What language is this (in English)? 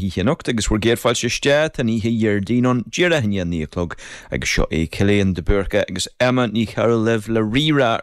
Irish